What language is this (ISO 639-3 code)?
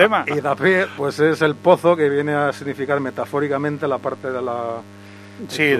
spa